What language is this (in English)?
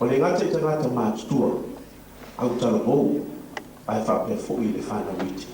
Samoan